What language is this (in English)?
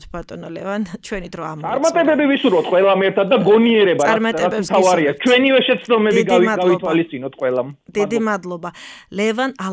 Georgian